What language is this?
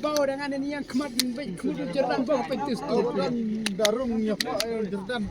Khasi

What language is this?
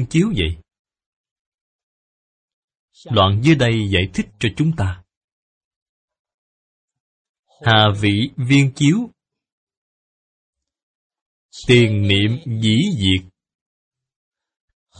Vietnamese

